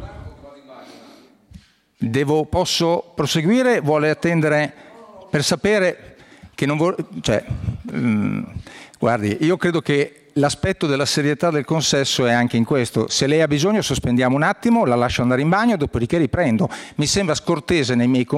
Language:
Italian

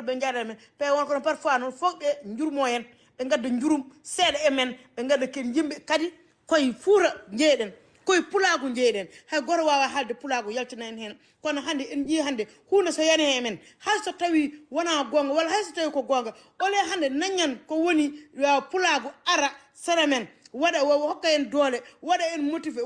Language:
Fula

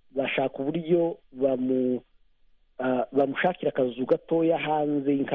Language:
Kinyarwanda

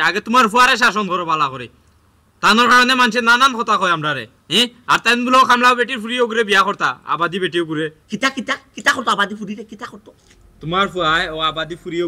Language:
Sylheti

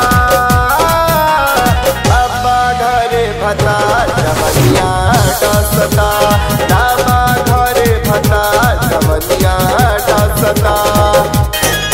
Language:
Bhojpuri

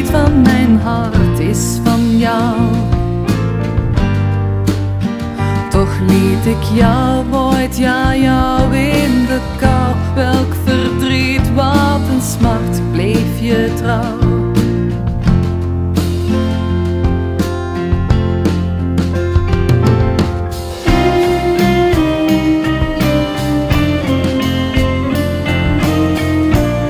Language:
Dutch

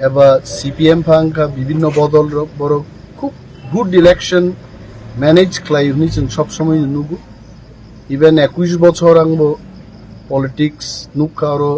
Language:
Kok Borok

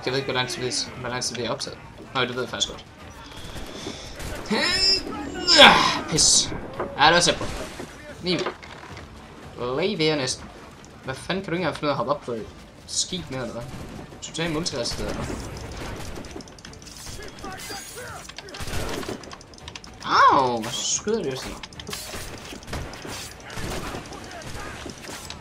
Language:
Danish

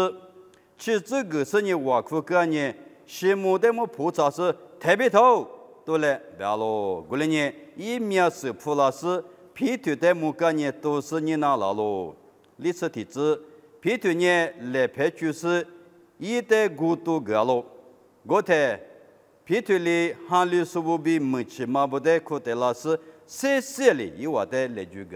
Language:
Lisu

